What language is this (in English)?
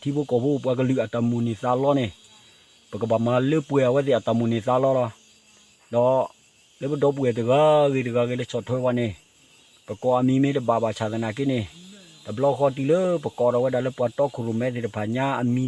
S'gaw Karen